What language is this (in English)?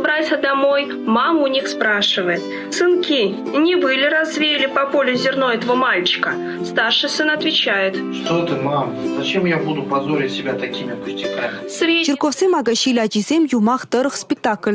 Chuvash